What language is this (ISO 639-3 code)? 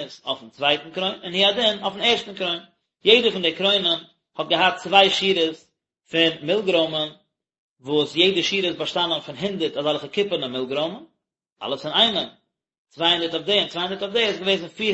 yid